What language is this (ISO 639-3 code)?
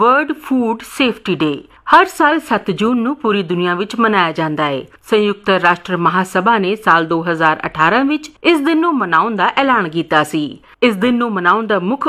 pan